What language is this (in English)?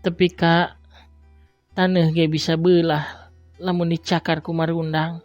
Sundanese